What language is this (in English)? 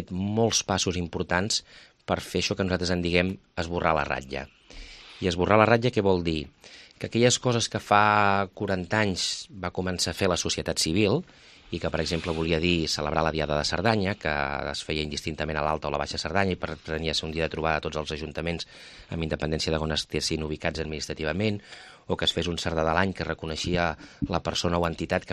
Catalan